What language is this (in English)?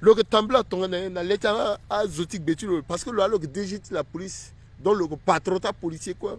Sango